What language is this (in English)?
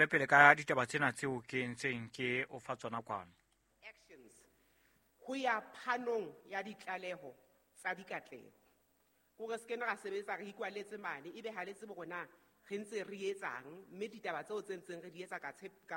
Southern Sotho